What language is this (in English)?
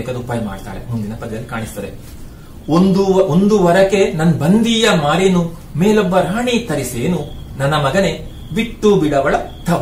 Kannada